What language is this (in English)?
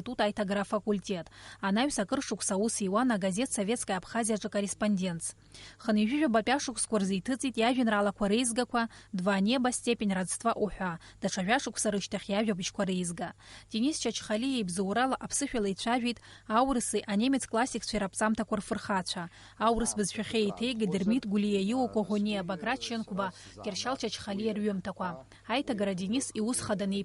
Abkhazian